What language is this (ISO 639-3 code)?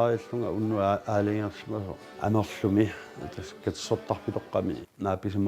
kal